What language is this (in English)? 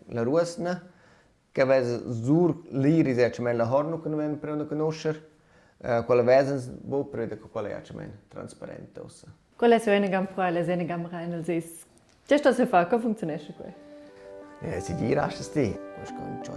Romansh